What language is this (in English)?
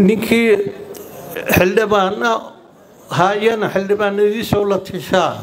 Somali